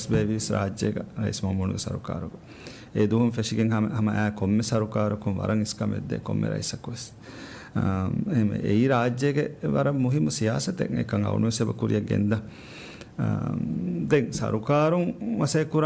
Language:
Divehi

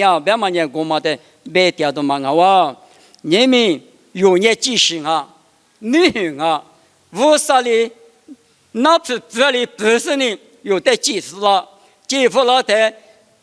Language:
Lisu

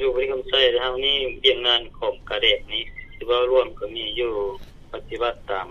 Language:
Lao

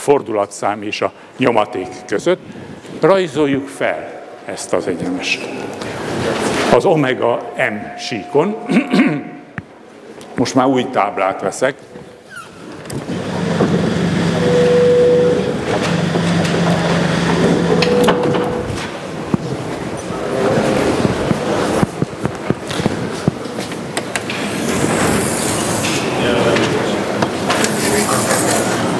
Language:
Hungarian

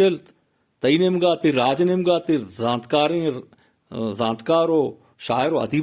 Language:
Eastern Balochi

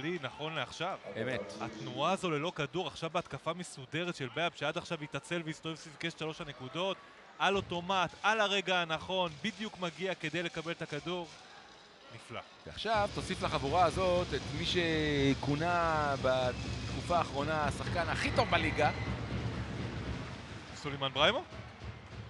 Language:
Hebrew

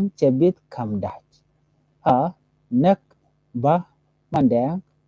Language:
Nuer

